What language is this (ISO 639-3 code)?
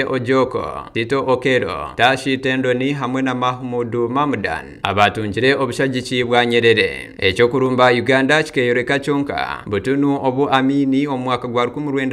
nyn